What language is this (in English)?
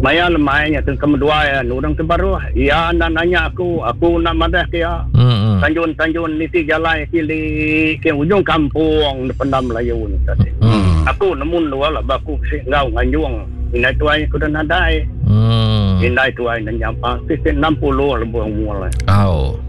Iban